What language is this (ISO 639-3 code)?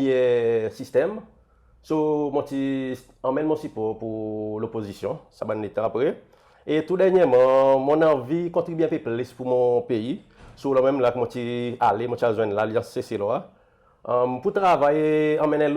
crs